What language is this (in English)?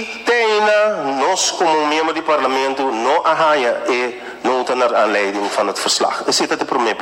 Papiamento